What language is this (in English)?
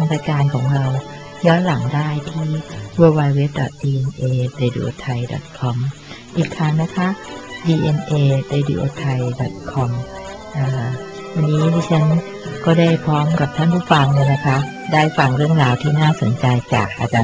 Thai